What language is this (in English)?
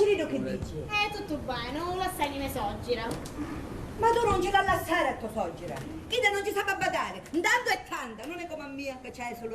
Sicilian